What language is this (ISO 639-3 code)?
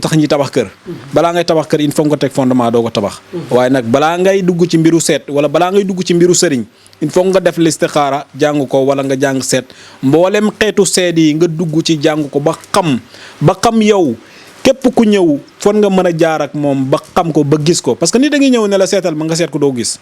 wol